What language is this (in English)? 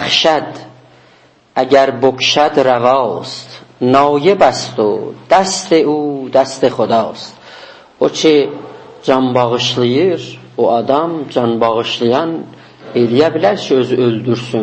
South Azerbaijani